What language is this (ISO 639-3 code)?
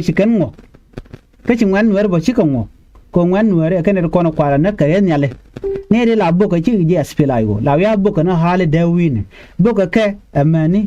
nus